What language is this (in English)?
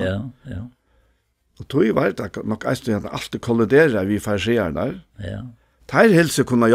Faroese